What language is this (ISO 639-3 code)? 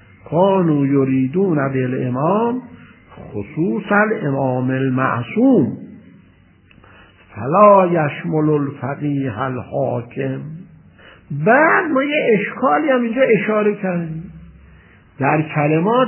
fas